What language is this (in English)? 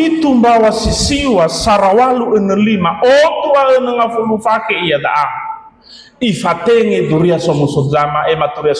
Nias